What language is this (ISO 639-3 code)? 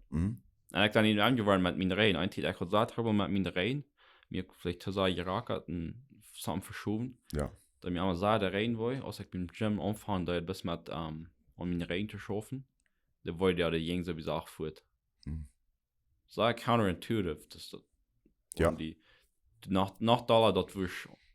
pdt